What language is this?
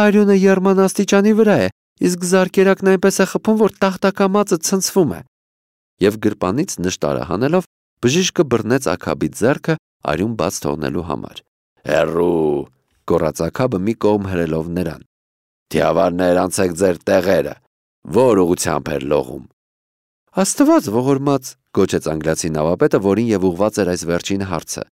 Armenian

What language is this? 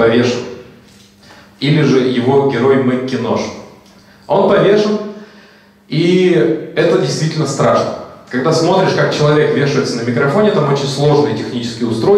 Russian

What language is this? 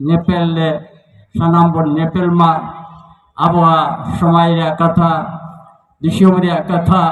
Santali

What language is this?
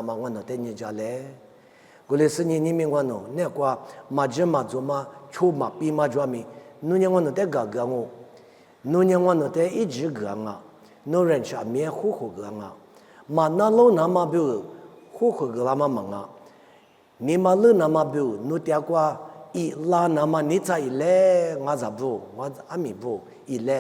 Lisu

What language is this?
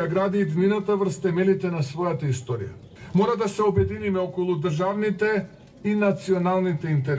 Macedonian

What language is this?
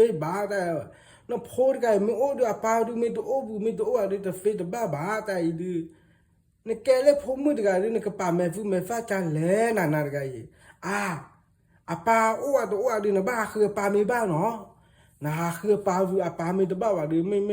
S'gaw Karen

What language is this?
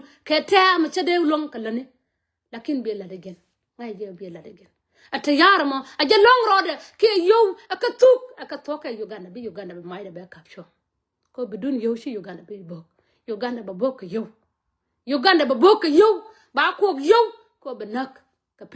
Nuer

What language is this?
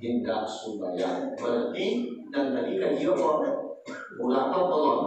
Minangkabau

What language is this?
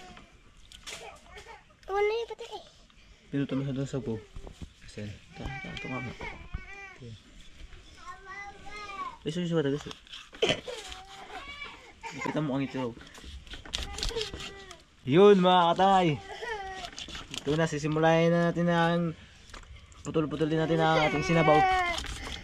Filipino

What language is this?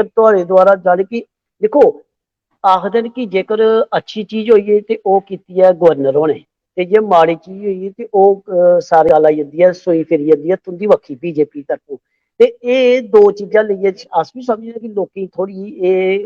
Dogri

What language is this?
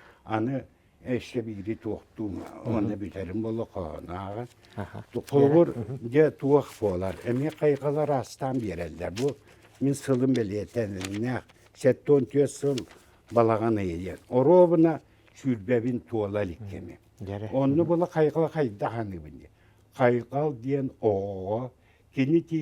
Yakut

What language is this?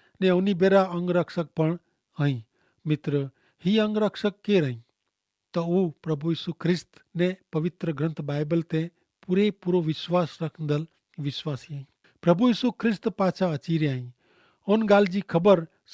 Kachhi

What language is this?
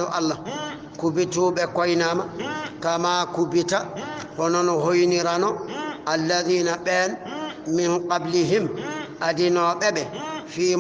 Fula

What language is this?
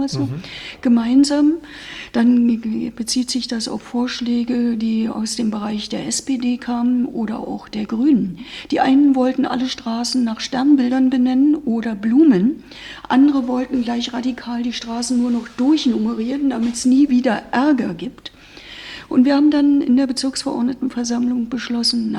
German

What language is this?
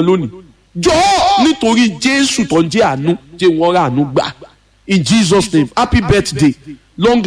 Yoruba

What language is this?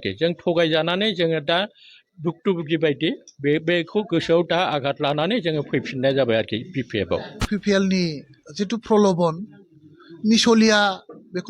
Bodo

